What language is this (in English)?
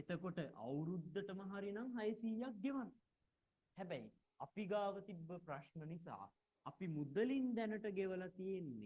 Sinhala